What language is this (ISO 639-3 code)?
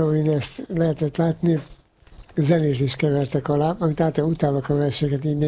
hun